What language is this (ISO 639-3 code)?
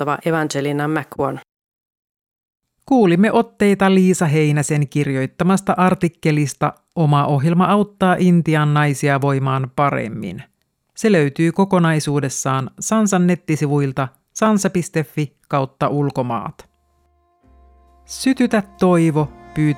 fin